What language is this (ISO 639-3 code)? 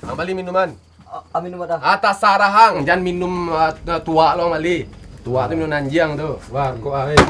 min